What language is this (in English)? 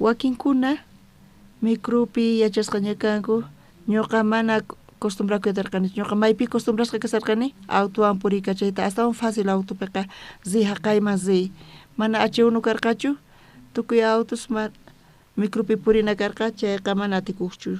South Bolivian Quechua